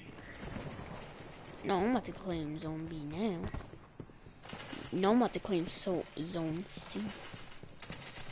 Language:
English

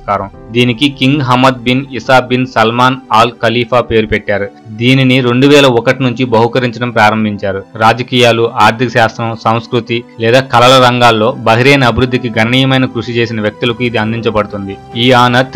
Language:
Telugu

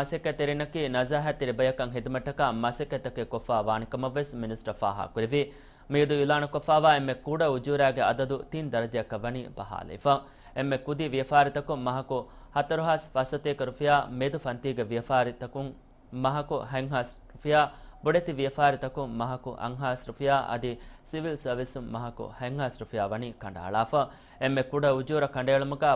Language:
Divehi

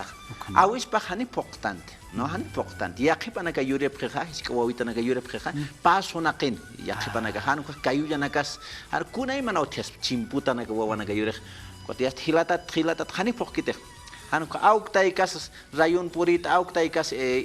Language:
Aymara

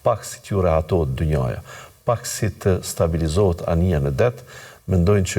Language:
Albanian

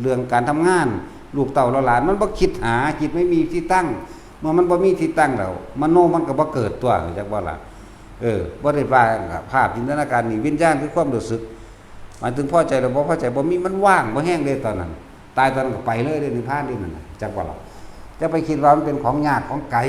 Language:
Northeastern Thai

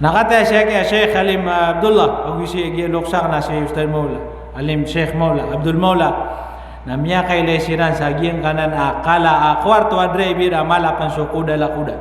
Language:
Maranao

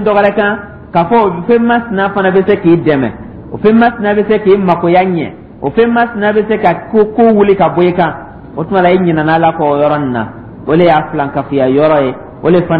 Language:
Dyula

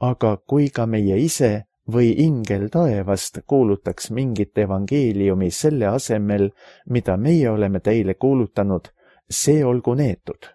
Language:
Estonian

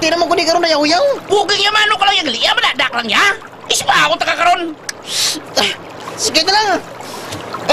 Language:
Hiligaynon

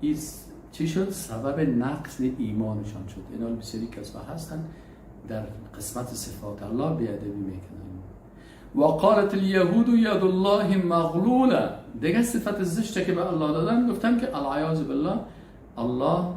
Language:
Persian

